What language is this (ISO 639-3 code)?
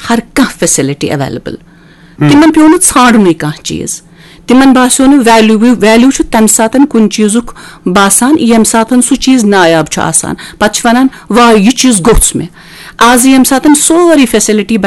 kas